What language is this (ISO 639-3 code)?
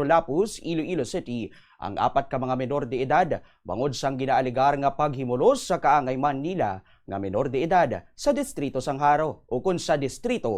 hil